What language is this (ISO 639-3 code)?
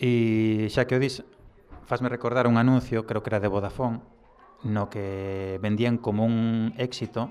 glg